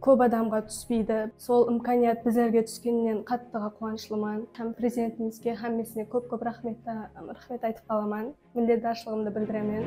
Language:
Kara-Kalpak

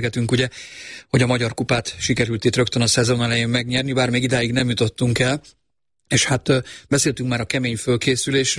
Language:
Hungarian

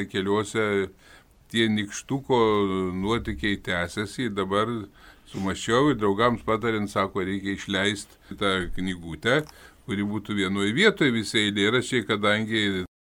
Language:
Lithuanian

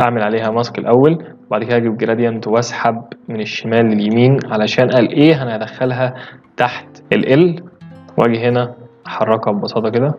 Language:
Egyptian Arabic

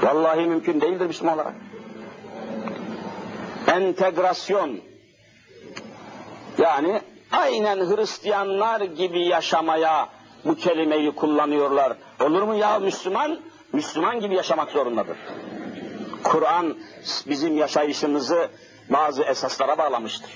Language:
Turkish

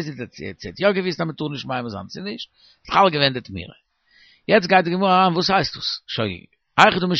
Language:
Yiddish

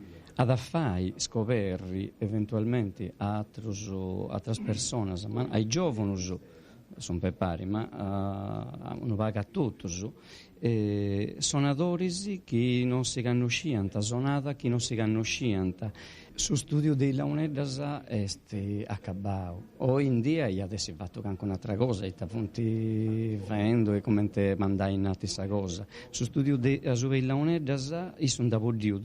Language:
Sardinian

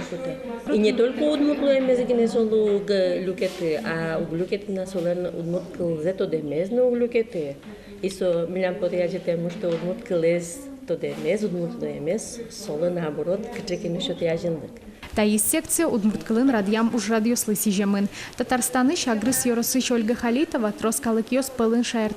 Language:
Udmurt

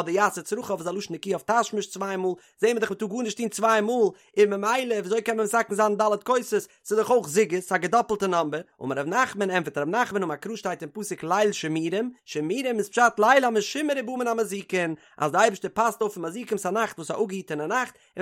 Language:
Yiddish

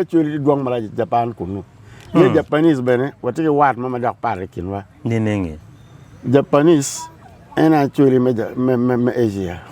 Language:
Acoli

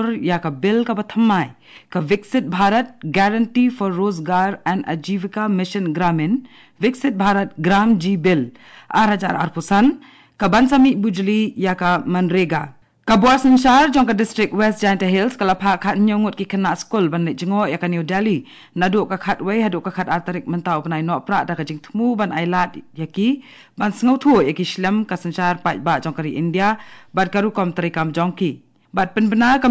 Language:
Khasi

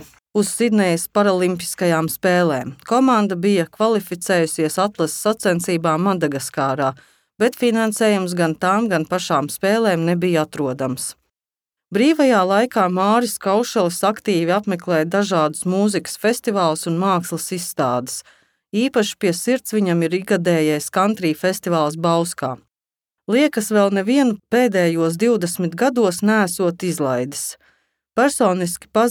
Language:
Latvian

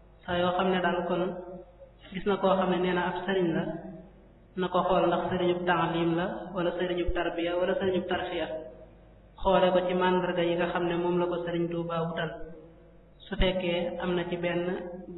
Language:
Wolof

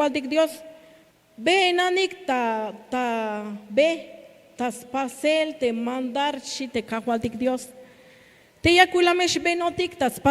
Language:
Tzeltal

